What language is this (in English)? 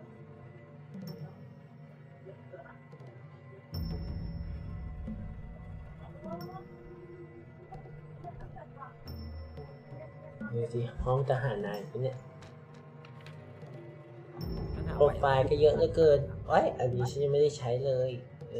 Thai